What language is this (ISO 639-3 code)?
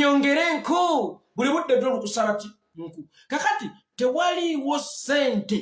lug